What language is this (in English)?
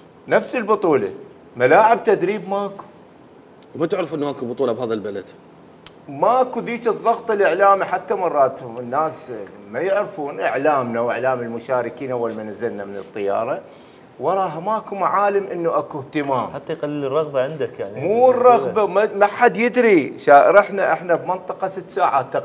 Mesopotamian Arabic